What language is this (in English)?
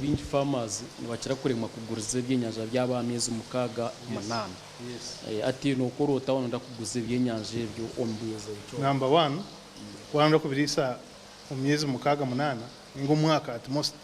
Nyankole